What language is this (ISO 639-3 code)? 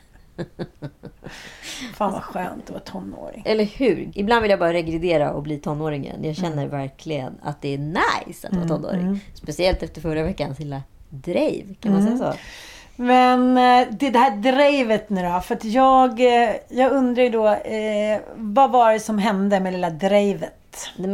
swe